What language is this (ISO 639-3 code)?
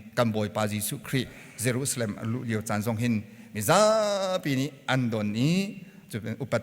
cnh